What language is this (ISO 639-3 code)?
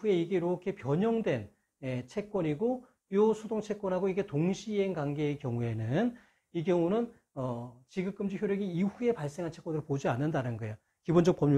kor